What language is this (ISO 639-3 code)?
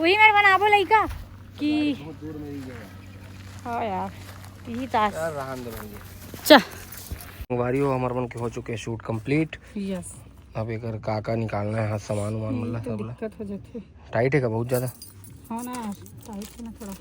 hne